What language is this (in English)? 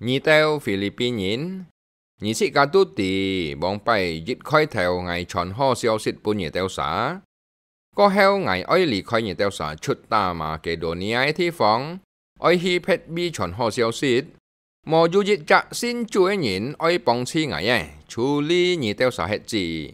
Hakka Chinese